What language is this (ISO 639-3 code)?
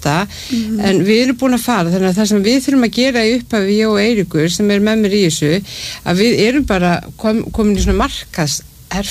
isl